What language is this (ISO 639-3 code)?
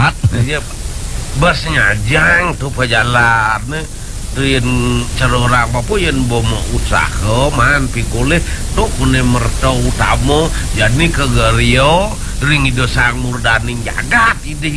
ban